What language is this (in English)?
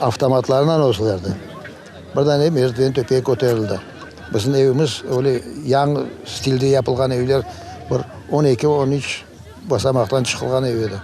Crimean Tatar